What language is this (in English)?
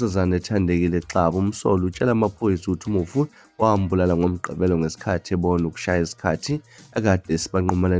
Zulu